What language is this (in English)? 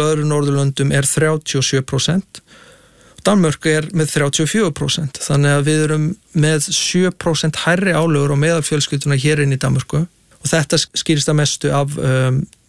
Icelandic